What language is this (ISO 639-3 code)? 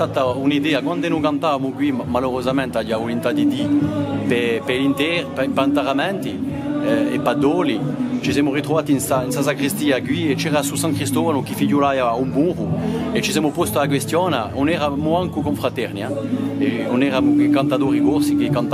cos